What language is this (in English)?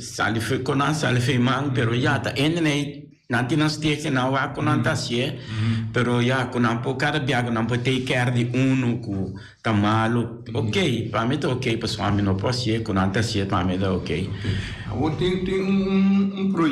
Papiamento